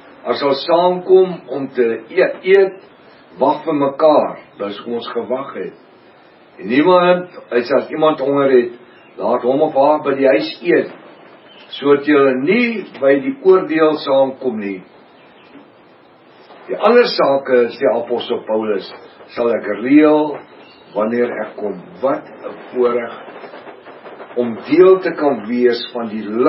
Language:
Afrikaans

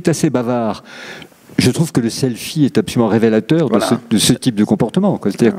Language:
French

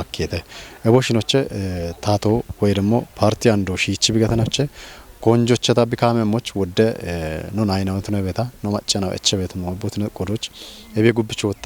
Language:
Kafa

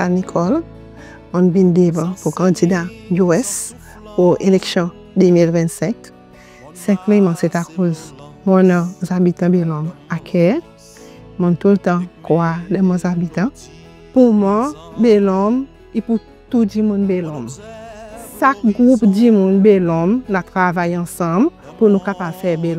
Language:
Seselwa Creole French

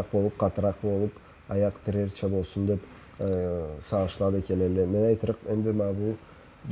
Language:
Karachay-Balkar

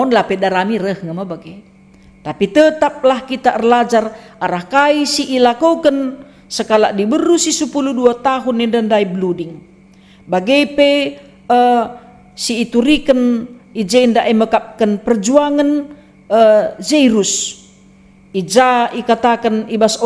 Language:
Batak Karo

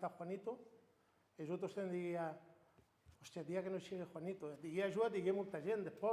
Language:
Occitan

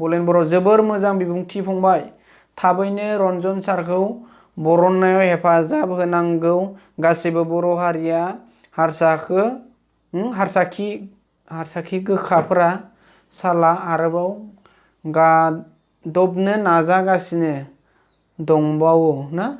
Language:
Bodo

